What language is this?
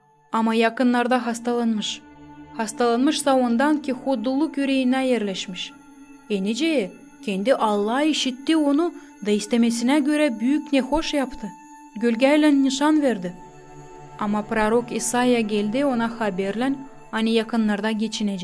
Gagauz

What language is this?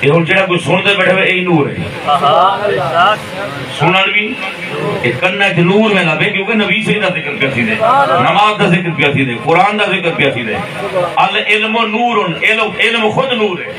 Saraiki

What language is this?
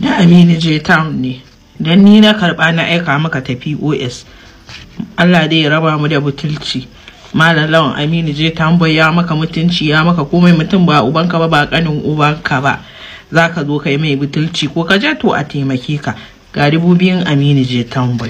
Hausa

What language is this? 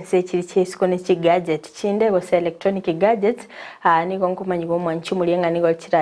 Gusii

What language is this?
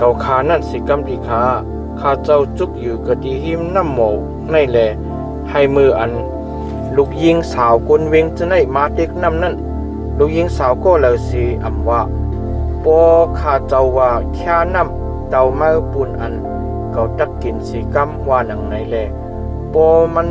Shan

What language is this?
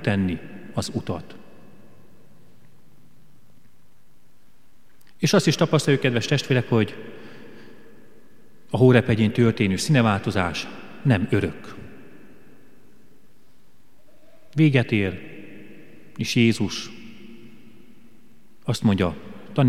Hungarian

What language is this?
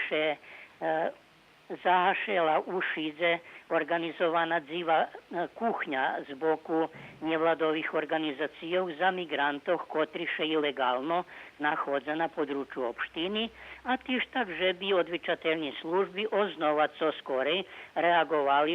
Rusyn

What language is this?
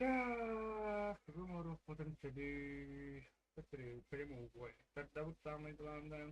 Yakut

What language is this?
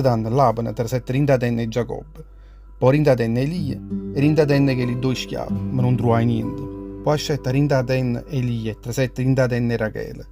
Neapolitan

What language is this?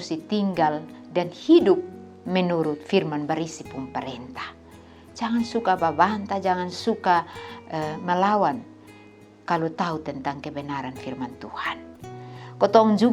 Kupang Malay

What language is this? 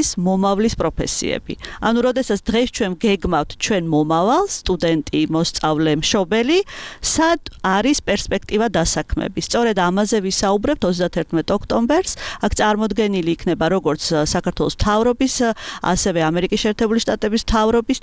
Georgian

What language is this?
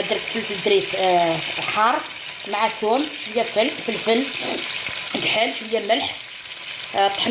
Algerian Arabic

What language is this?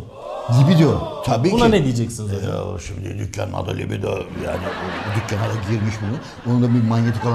Turkish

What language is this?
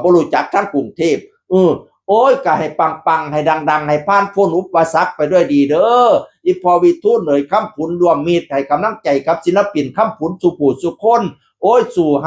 Northeastern Thai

